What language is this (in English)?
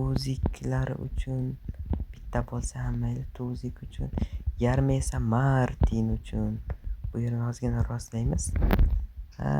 Uzbek